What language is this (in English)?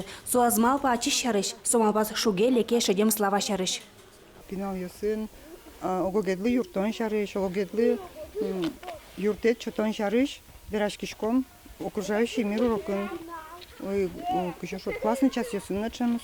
Udmurt